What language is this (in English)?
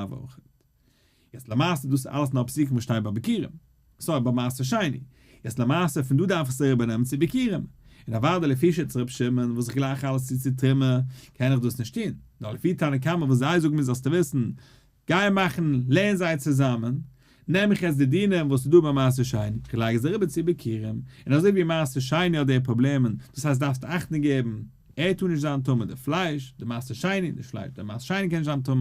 Yiddish